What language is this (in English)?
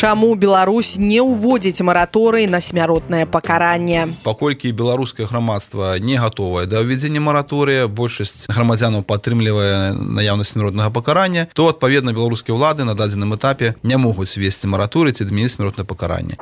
Belarusian